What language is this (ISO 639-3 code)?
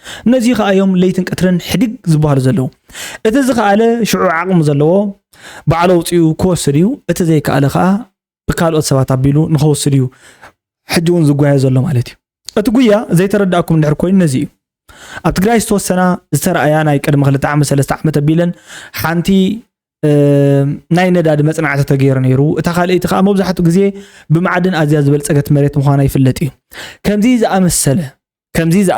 tir